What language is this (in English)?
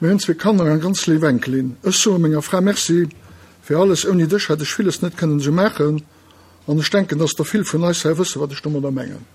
Luxembourgish